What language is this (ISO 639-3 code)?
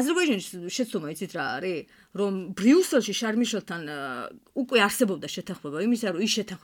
kat